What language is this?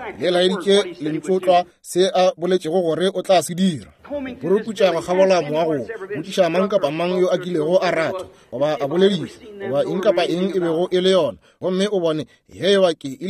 Northern Sotho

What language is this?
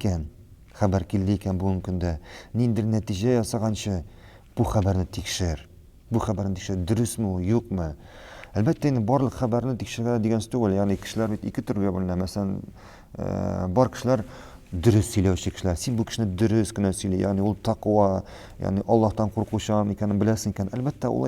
Tatar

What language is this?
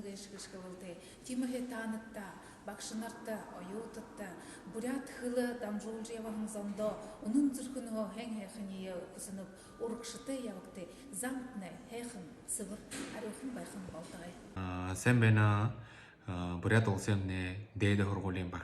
Buriat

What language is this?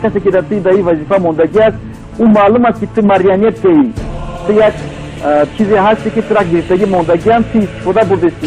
Tajik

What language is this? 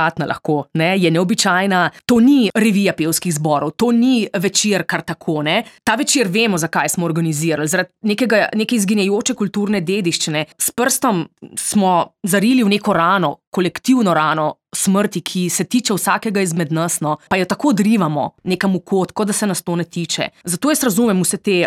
Slovenian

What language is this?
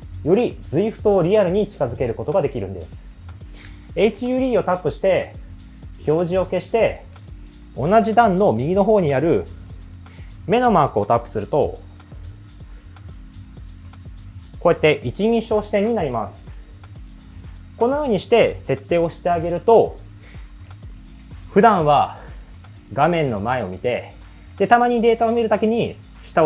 Japanese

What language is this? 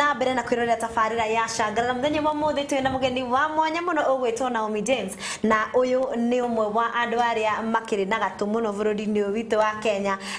Kikuyu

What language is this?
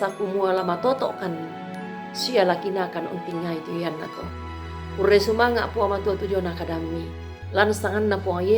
Toraja-Sa'dan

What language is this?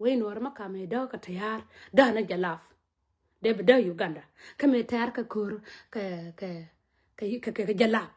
Nuer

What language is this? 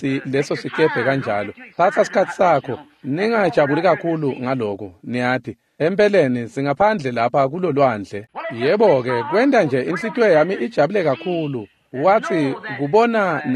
Swati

